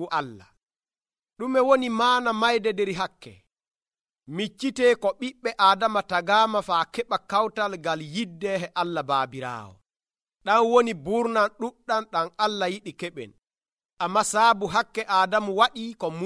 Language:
Nigerian Fulfulde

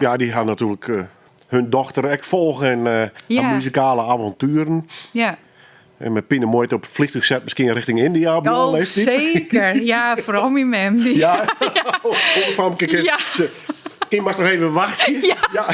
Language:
Western Frisian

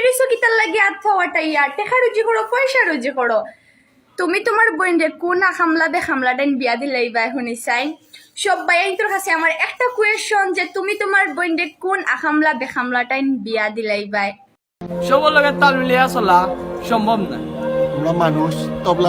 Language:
Sylheti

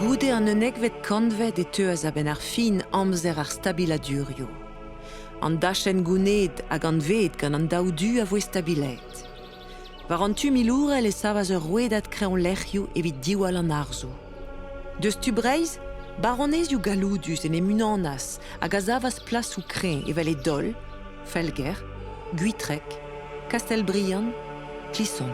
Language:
Breton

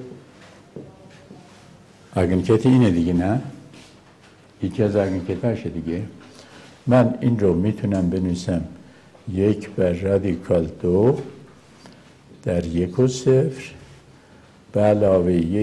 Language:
Persian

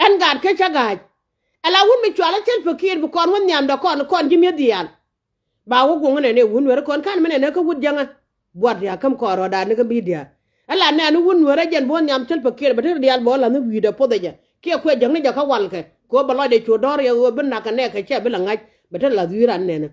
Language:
Nuer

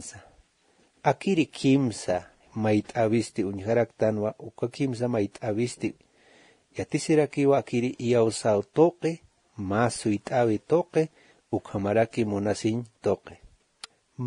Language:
Aymara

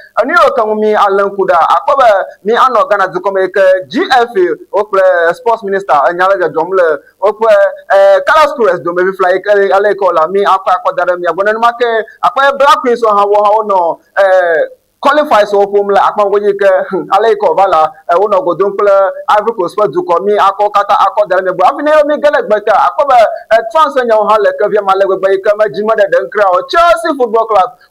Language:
Ewe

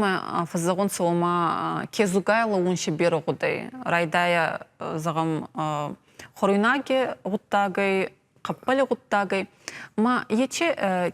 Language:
Ossetic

